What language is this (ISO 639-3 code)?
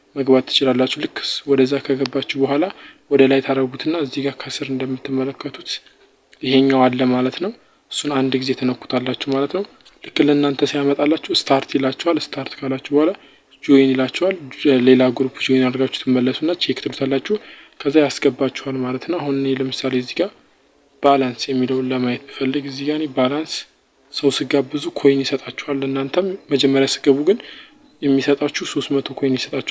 amh